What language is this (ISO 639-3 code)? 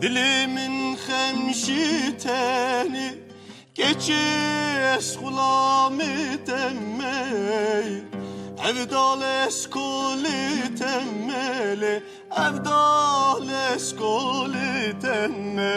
kur